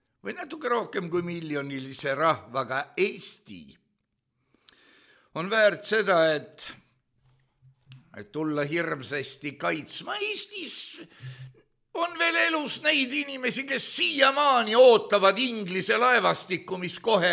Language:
Estonian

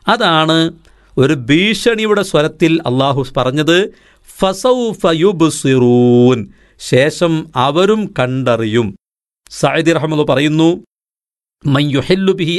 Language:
Malayalam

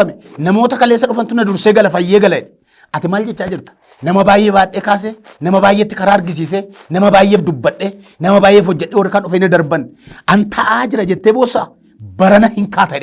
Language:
Oromo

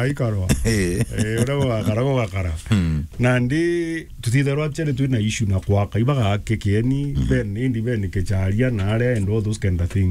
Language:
Meru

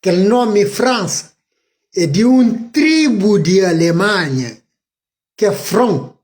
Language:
Kabuverdianu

